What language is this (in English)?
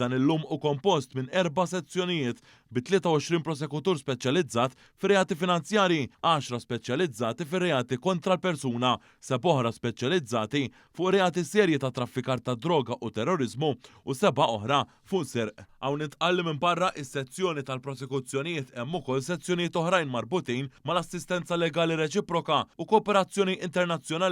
Maltese